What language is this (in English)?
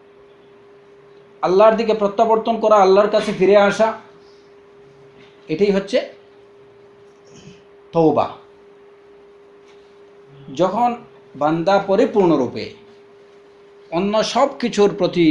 Bangla